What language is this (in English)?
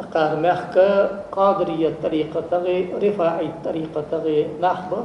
Ingush